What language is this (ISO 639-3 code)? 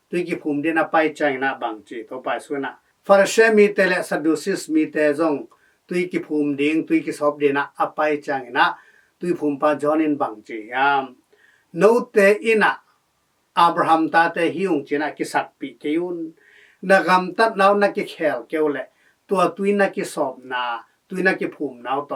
ctd